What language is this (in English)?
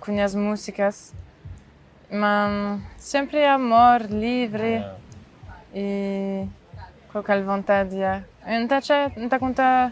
Kabuverdianu